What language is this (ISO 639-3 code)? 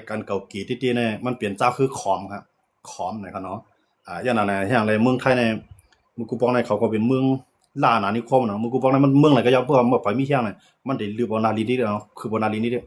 shn